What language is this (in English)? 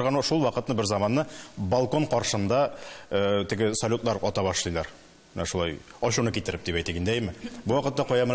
Tatar